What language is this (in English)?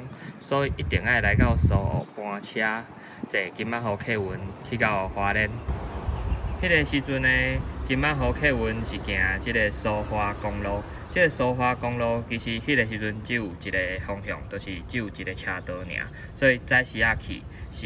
Min Nan Chinese